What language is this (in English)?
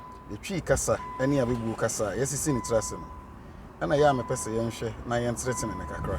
Akan